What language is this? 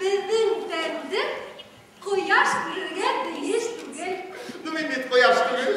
Bashkir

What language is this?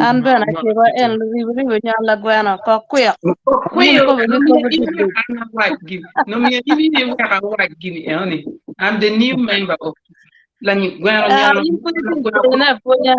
Acoli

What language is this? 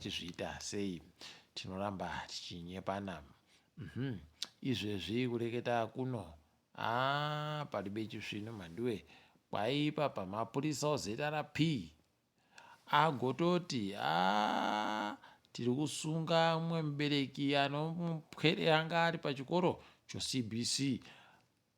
Ndau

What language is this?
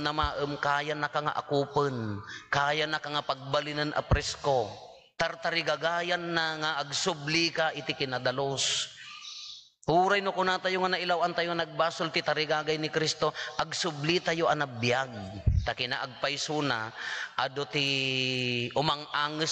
Iloko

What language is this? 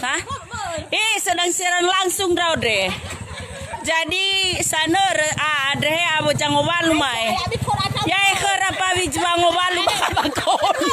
Nias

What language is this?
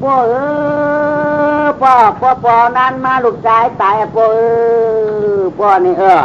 Shan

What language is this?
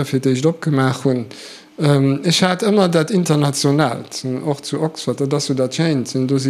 Luxembourgish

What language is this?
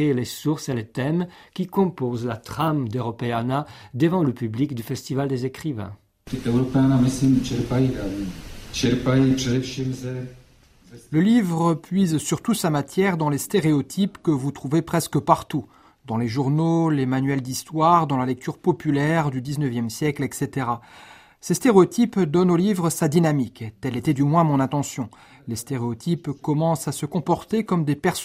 French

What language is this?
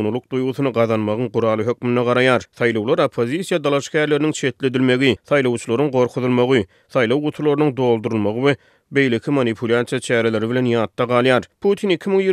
Turkmen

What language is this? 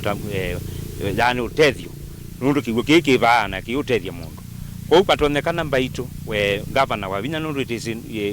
Kamba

